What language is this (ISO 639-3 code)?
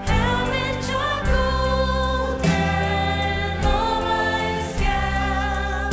fao